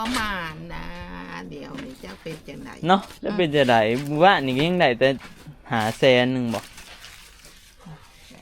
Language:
Northeastern Thai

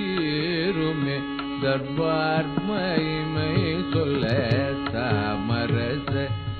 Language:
Tamil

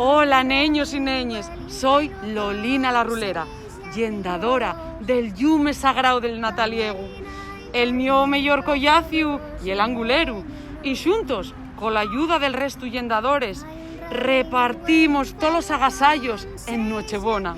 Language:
Asturian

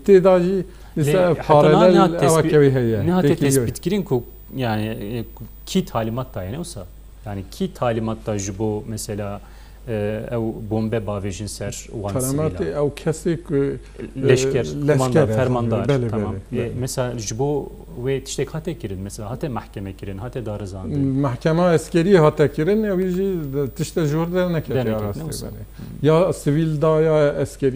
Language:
Kurdish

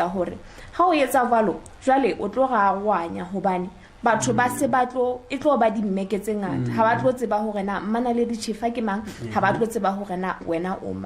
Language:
Southern Sotho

